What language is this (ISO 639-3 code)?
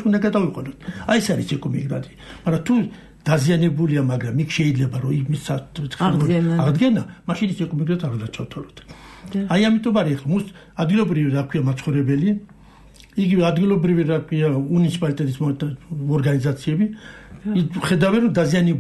kat